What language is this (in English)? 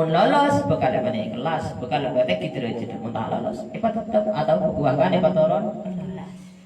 Madurese